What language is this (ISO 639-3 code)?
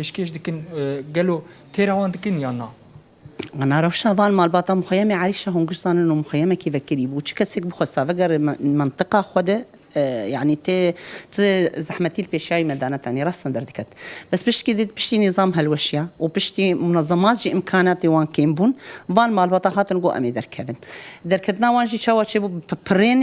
kur